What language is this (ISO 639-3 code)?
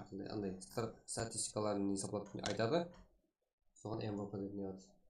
kaa